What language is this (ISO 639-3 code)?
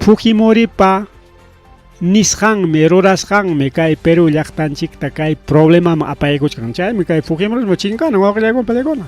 quy